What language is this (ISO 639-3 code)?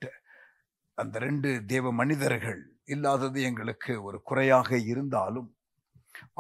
tam